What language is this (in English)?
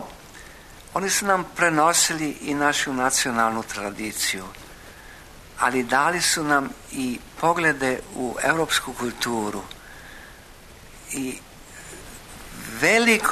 Croatian